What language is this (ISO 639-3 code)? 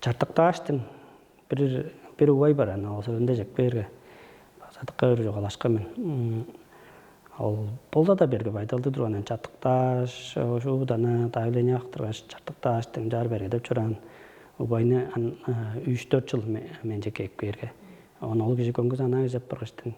tyv